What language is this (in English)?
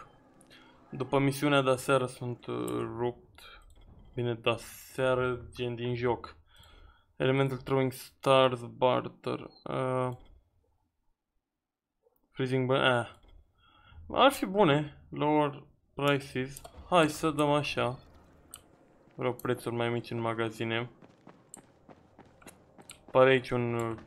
Romanian